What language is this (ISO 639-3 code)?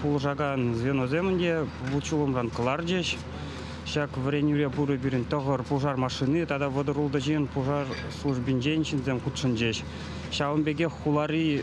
chv